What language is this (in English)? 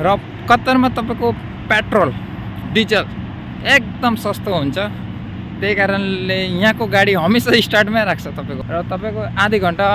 Nepali